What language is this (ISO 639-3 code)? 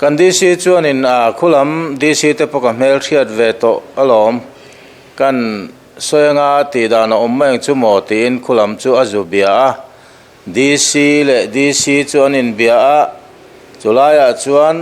lus